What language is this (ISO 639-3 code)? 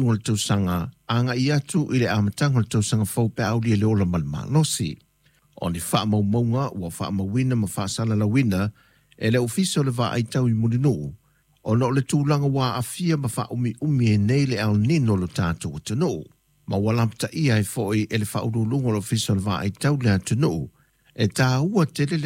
smo